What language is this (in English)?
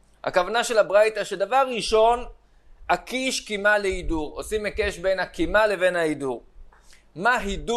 Hebrew